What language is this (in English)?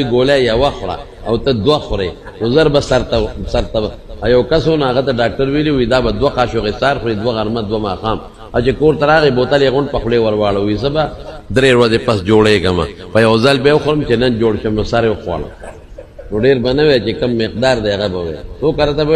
Pashto